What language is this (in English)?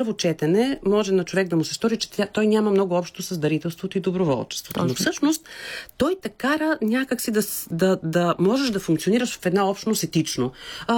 Bulgarian